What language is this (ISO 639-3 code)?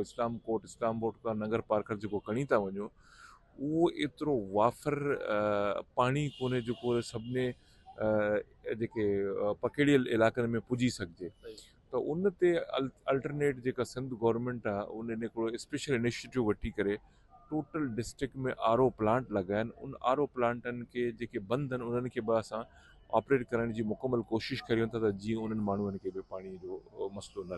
snd